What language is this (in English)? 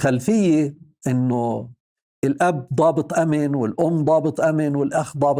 North Levantine Arabic